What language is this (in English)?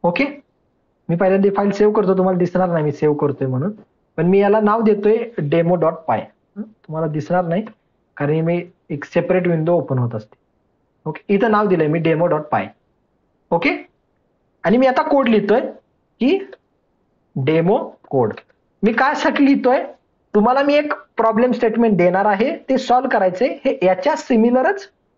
Marathi